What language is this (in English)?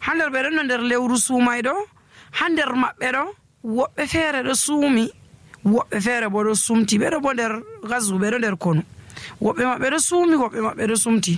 Nigerian Fulfulde